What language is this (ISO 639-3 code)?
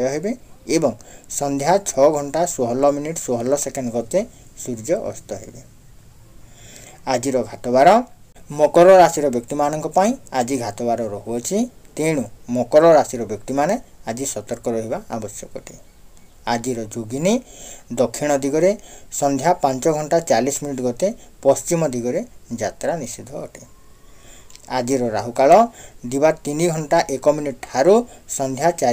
ori